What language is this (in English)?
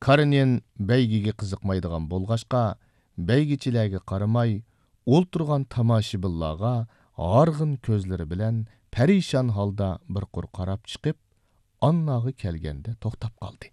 Uyghur